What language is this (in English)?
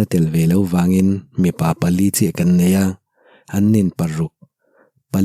Mizo